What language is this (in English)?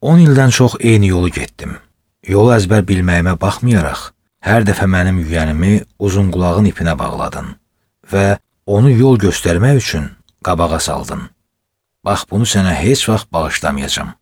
Azerbaijani